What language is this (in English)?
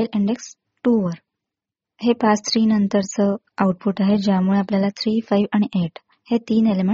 Marathi